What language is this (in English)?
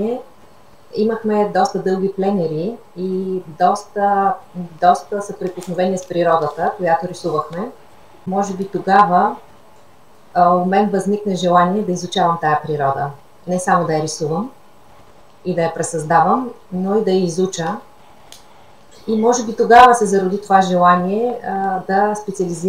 Bulgarian